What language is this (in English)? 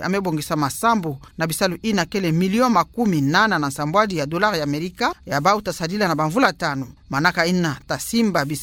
Kituba (Democratic Republic of Congo)